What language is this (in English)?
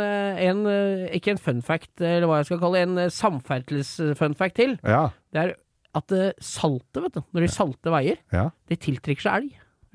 Norwegian